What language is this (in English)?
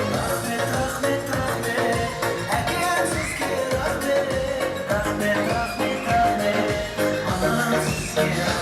Kara-Kalpak